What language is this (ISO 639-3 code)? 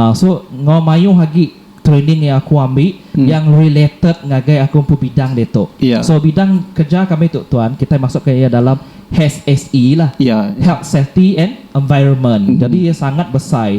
iba